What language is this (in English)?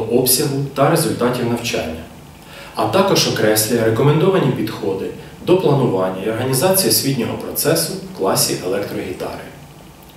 Ukrainian